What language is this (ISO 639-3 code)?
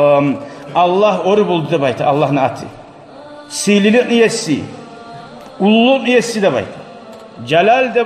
kum